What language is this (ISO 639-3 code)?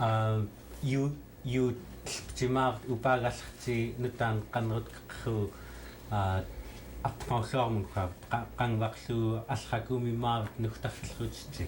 esu